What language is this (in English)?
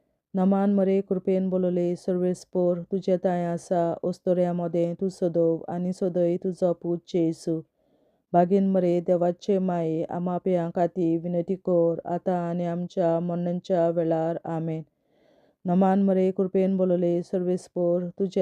Konkani